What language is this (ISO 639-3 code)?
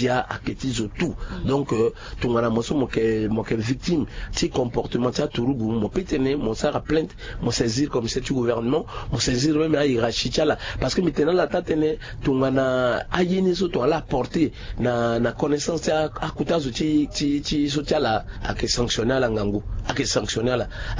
sag